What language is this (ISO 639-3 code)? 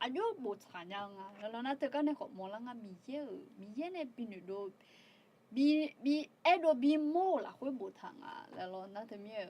ahk